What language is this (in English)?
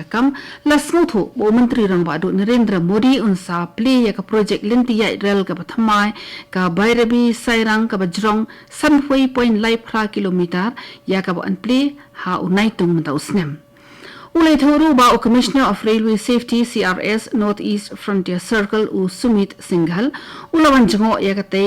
Khasi